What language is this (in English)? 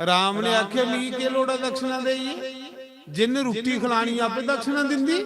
Dogri